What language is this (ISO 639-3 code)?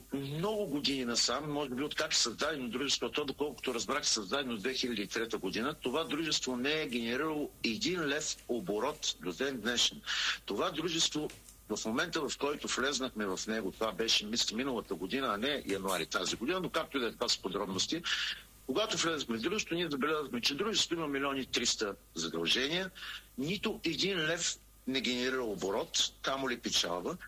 bul